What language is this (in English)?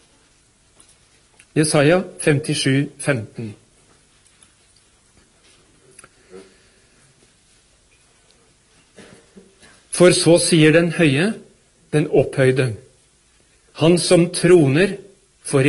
Norwegian